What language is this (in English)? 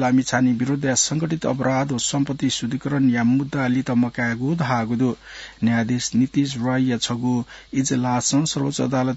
Newari